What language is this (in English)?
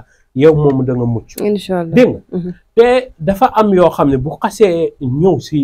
Wolof